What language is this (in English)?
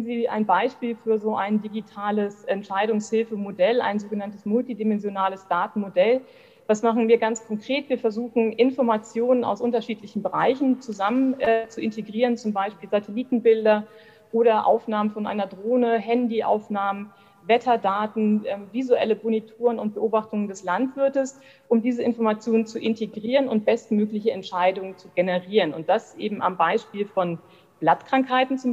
German